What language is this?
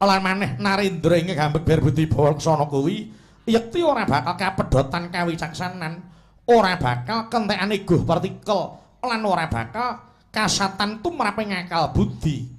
Javanese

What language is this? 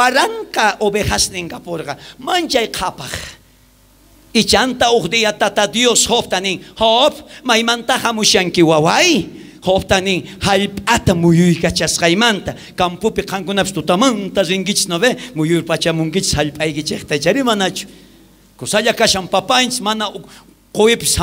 South Bolivian Quechua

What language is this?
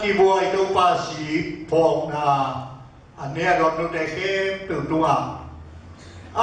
Tedim Chin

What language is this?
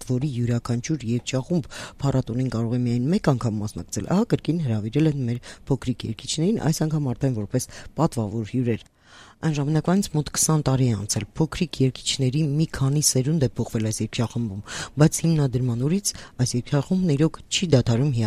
Armenian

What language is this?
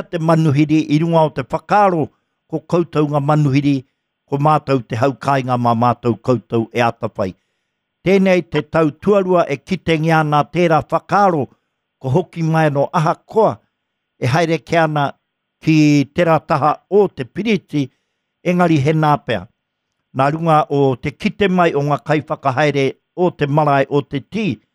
Māori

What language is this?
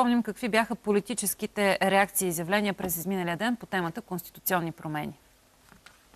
Bulgarian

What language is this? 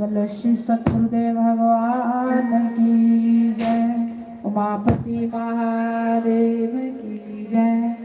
Dogri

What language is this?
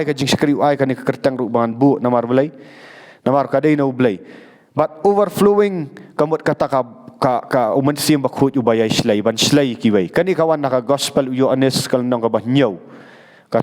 Khasi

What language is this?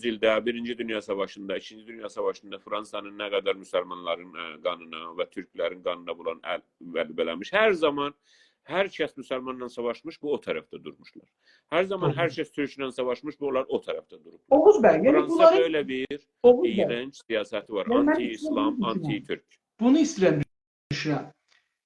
South Azerbaijani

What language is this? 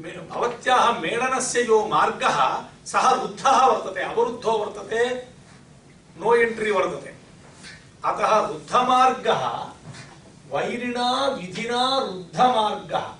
Sanskrit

